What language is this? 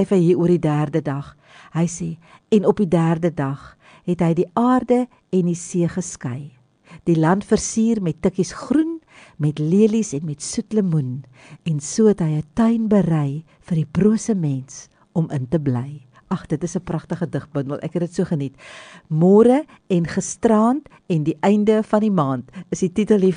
Afrikaans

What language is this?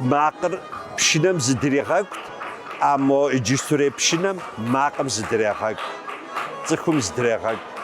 Kabardian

